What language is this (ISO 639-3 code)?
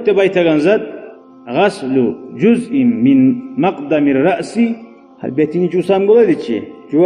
kum